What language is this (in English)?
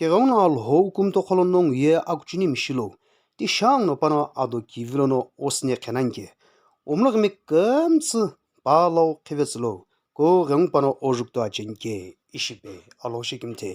Sumi Naga